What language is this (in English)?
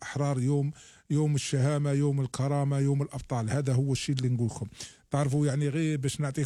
Algerian Arabic